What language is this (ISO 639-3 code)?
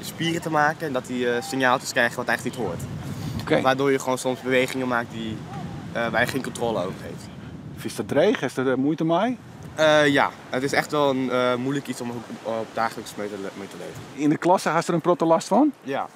fry